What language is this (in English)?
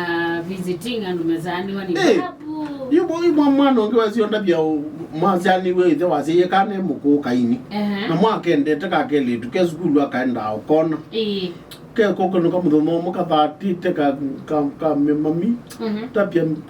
Kamba